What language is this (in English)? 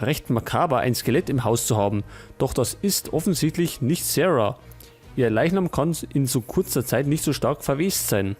Bavarian